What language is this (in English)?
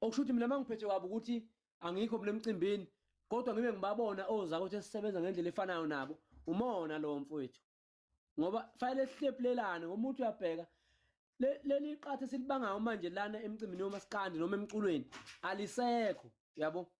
Zulu